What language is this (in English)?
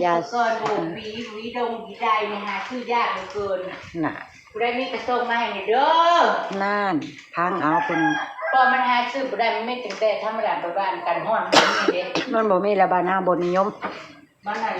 Northeastern Thai